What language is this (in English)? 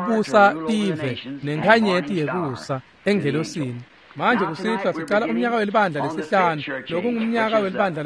Swati